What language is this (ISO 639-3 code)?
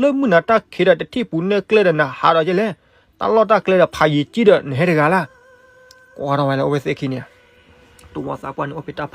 ksw